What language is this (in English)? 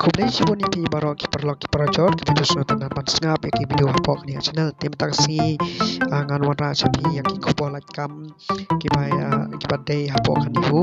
Khasi